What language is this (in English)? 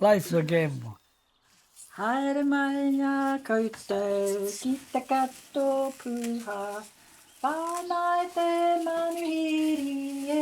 Māori